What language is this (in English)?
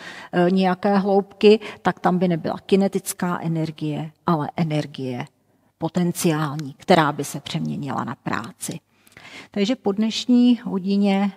Czech